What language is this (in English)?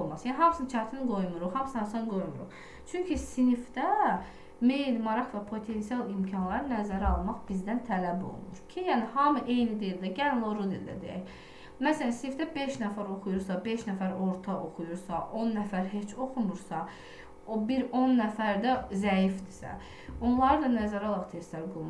Azerbaijani